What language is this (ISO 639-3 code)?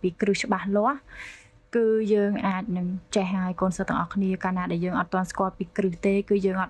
khm